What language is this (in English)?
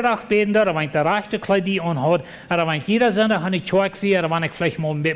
Plautdietsch